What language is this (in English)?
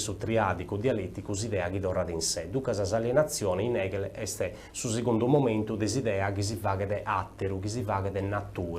Sardinian